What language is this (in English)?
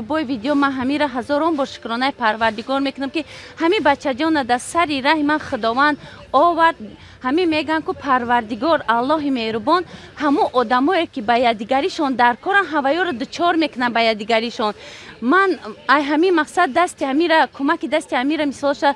Tajik